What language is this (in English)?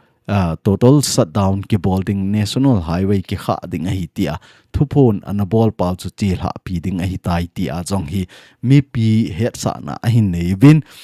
Thado Chin